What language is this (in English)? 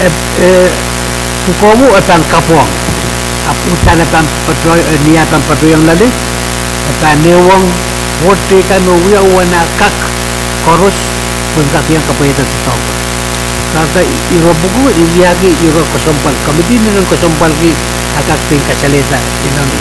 Pohnpeian